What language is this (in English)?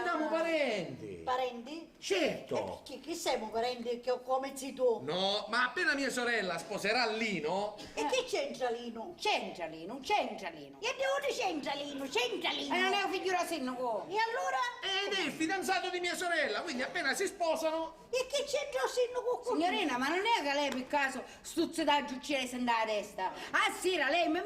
Sicilian